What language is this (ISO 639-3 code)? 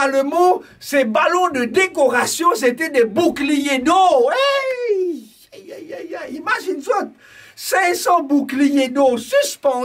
mfe